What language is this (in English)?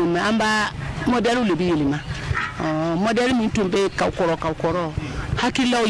Bambara